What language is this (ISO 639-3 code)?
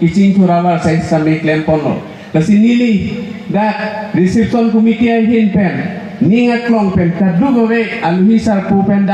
mjw